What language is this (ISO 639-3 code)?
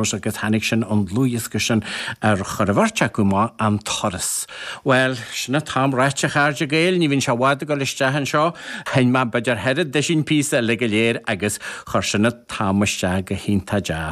gle